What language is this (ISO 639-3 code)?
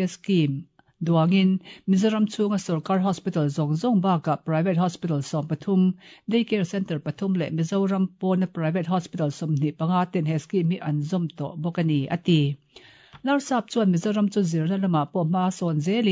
lus